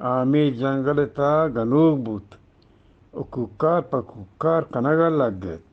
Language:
Eastern Balochi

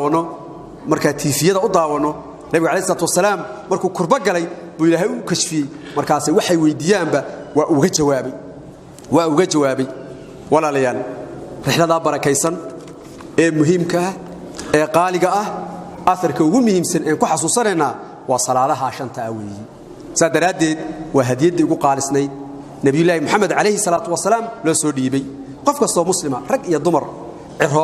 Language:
Somali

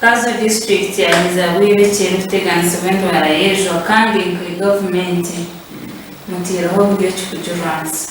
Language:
Nyankole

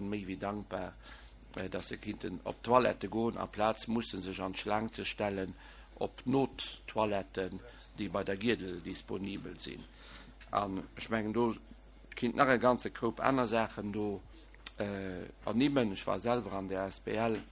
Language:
Luxembourgish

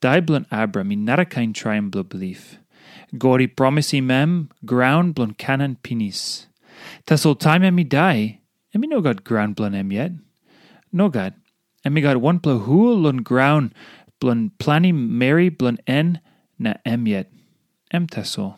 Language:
Tok Pisin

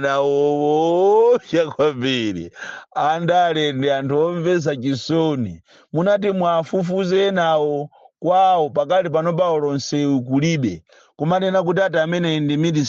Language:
Nyanja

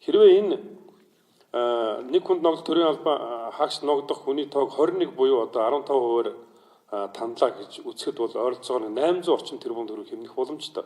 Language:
Mongolian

